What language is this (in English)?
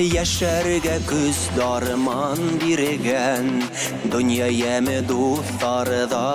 Bashkir